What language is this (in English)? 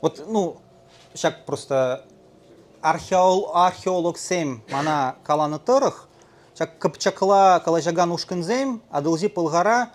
Chuvash